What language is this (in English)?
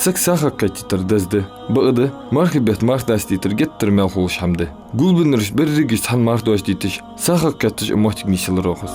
Ingush